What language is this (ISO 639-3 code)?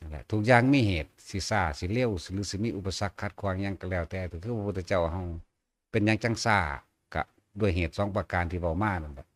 tts